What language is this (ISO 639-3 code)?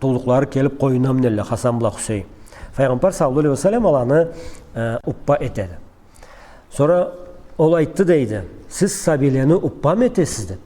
krc